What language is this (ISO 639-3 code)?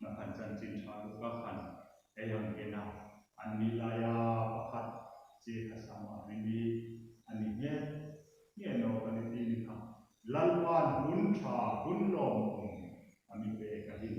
hmr